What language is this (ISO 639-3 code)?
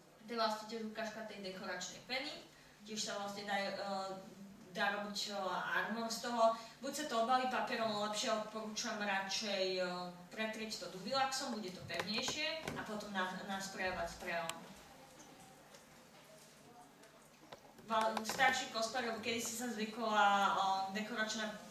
slk